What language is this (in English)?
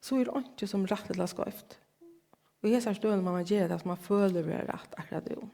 Faroese